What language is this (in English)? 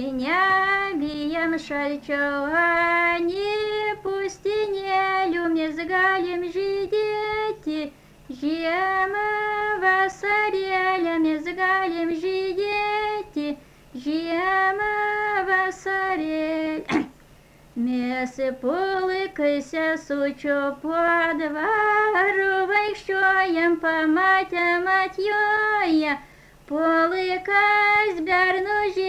Lithuanian